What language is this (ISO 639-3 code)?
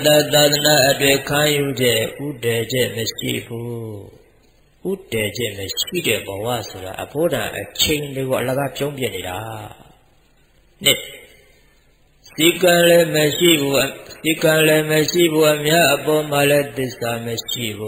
mya